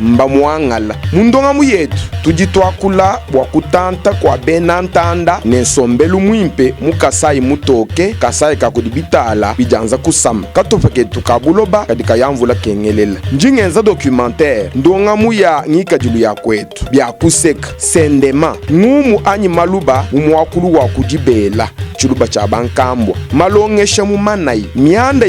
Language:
Luba-Lulua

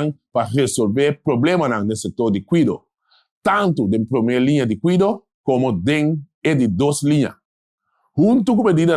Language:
Papiamento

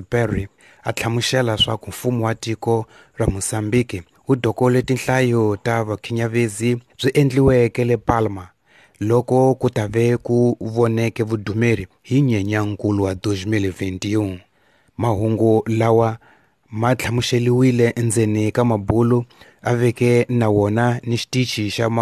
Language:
Tsonga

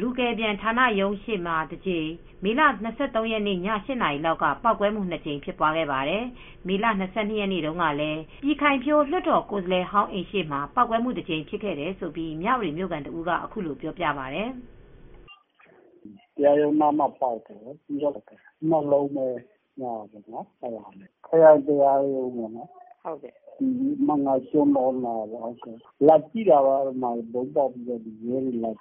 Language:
Burmese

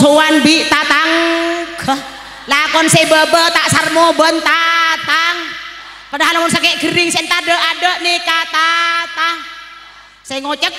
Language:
Madurese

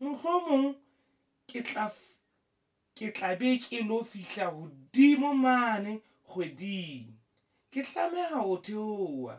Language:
Southern Sotho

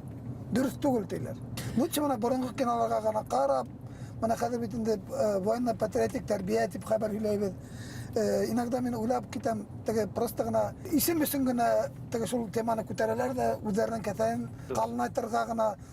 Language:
Bashkir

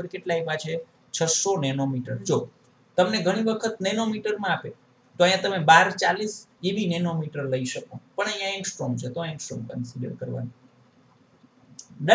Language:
Gujarati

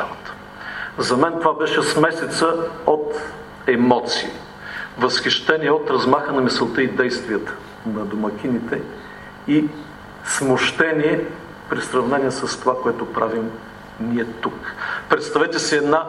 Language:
Bulgarian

